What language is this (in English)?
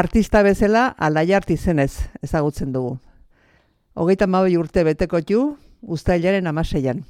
Basque